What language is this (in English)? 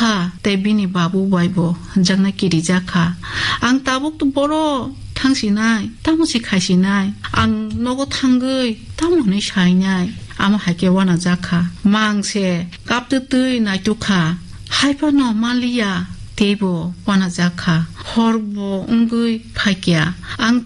Kok Borok